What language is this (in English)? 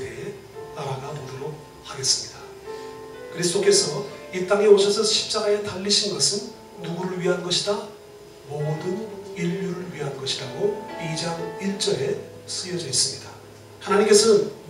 Korean